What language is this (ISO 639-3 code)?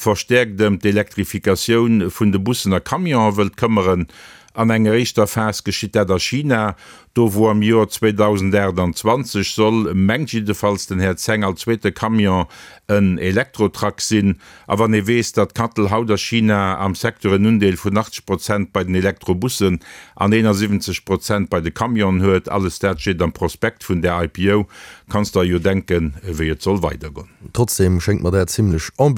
ltz